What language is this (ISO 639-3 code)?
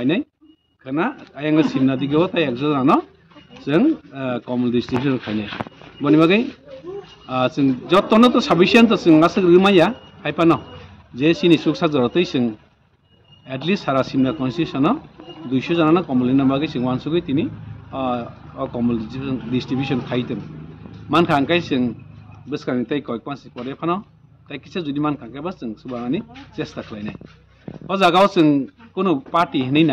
trp